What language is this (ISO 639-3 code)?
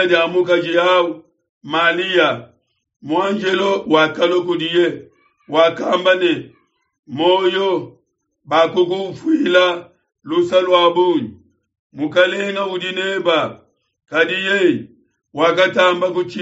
lua